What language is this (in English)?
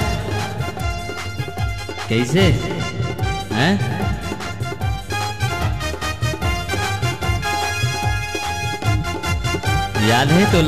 Chhattisgarhi